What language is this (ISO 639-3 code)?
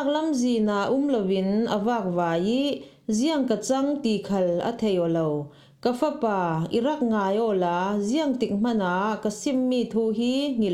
cfm